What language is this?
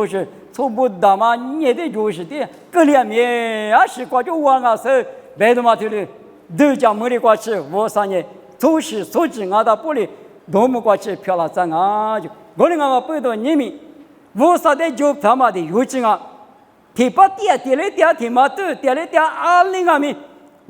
Lisu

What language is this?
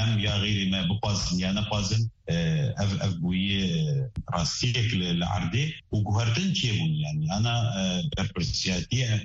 Kurdish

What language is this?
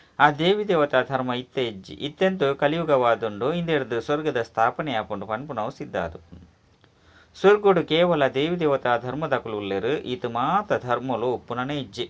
Tulu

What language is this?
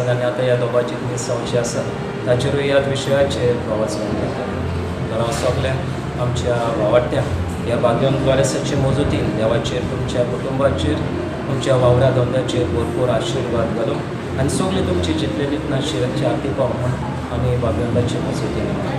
Konkani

